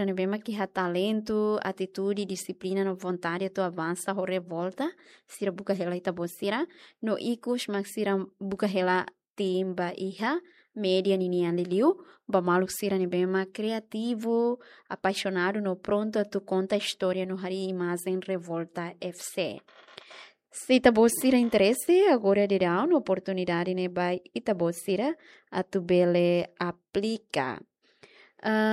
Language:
Tetum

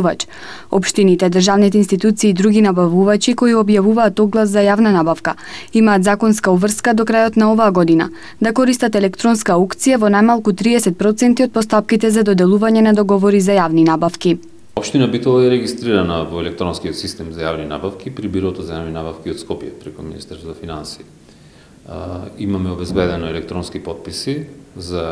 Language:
Macedonian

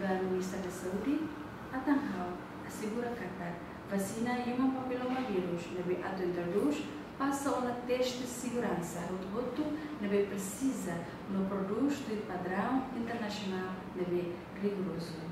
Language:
Tetum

